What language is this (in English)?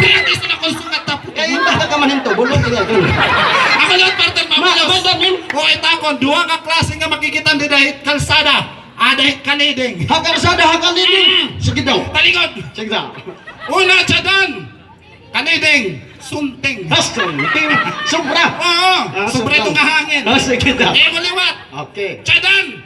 Waray